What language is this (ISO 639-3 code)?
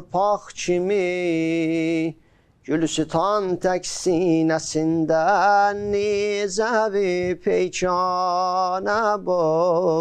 aze